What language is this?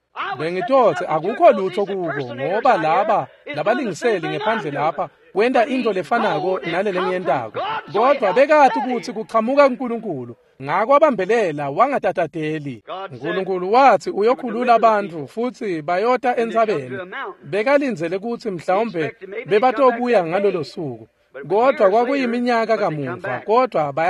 Swati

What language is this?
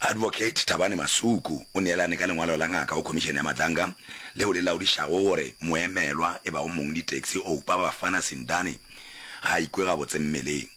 Northern Sotho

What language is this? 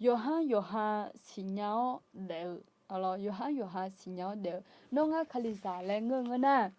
Akha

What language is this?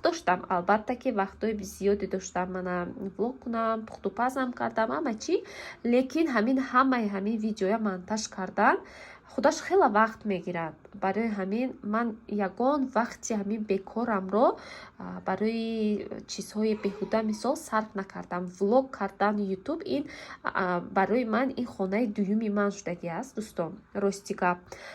Tajik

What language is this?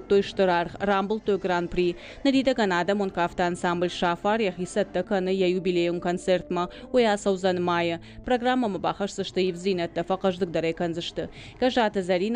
Ossetic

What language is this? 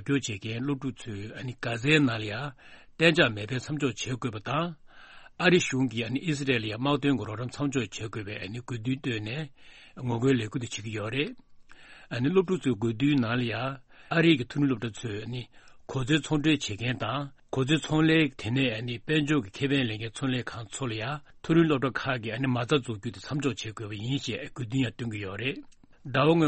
Tibetan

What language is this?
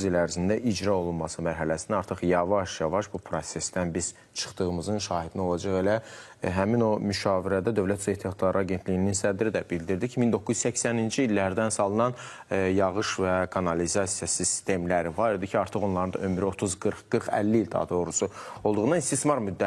Azerbaijani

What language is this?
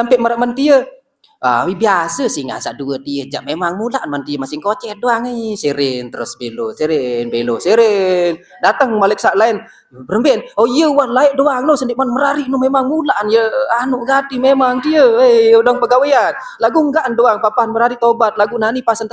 Sasak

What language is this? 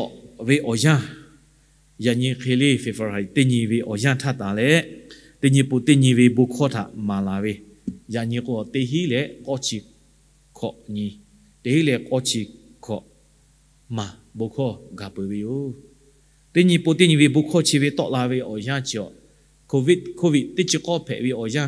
Lahu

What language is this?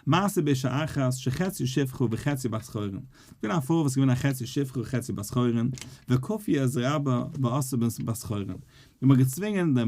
Yiddish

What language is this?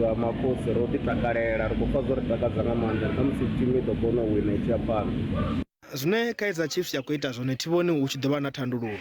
Venda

